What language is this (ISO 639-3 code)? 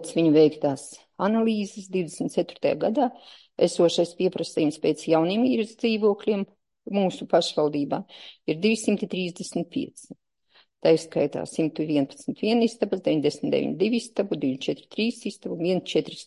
lav